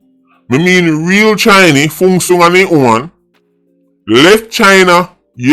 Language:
Jamaican Creole English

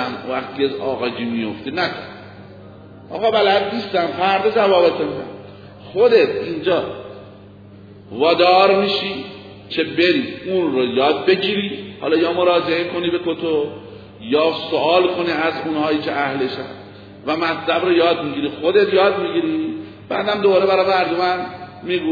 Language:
Persian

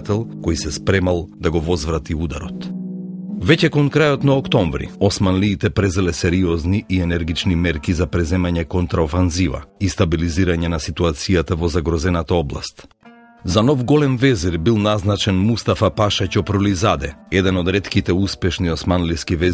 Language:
Macedonian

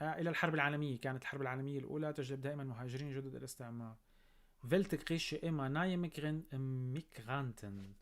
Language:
North Levantine Arabic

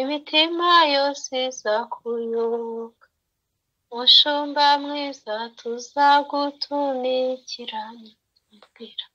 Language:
Kinyarwanda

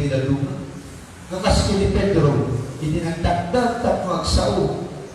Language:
Iloko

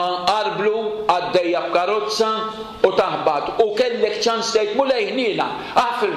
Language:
Maltese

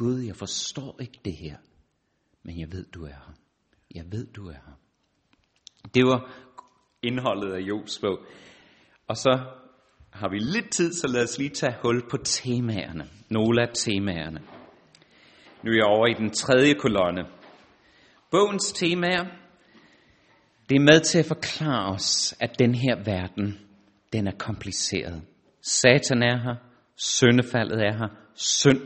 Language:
Danish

